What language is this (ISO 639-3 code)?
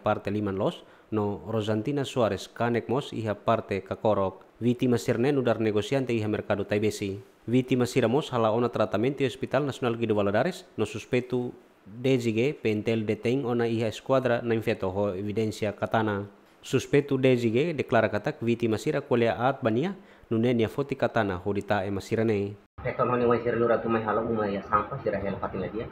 tet